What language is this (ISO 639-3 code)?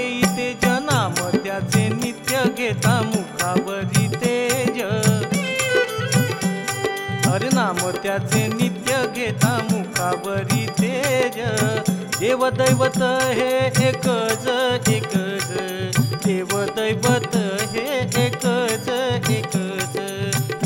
mar